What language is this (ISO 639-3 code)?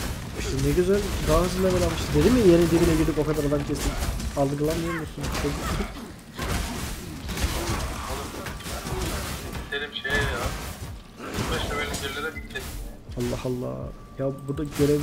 tur